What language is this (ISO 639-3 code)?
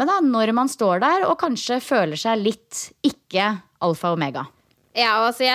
nor